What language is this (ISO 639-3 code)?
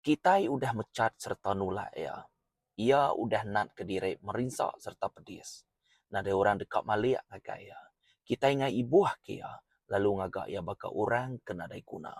iba